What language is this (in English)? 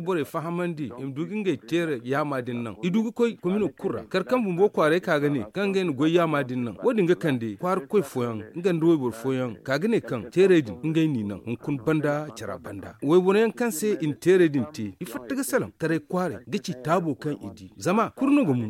Zarma